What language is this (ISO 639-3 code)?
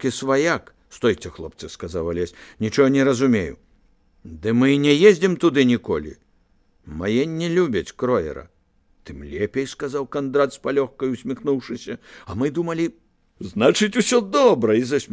bel